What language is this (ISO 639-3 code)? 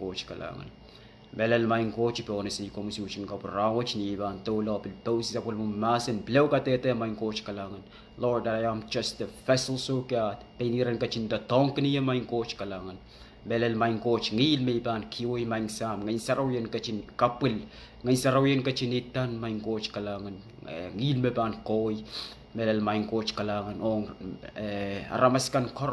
pon